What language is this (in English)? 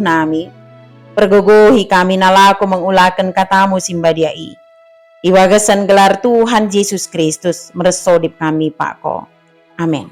Batak Dairi